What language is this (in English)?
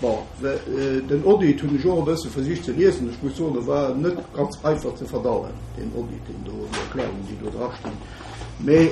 Luxembourgish